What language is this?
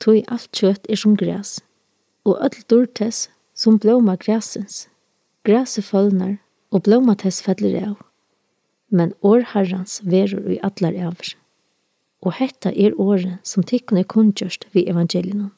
Faroese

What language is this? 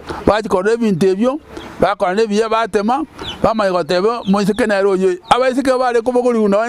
Gusii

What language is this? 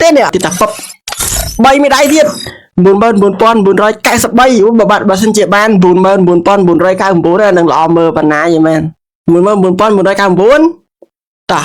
Khmer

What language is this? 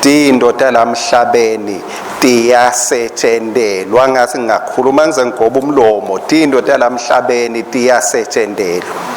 Swati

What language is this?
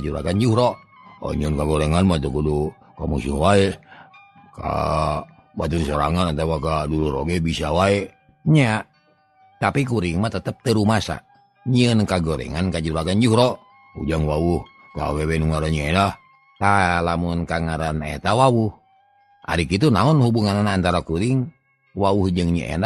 Sundanese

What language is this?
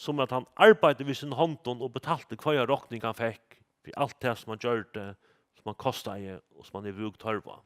Faroese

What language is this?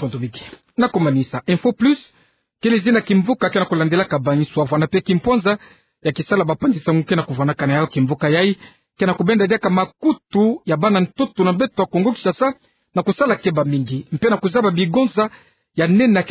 Kituba (Democratic Republic of Congo)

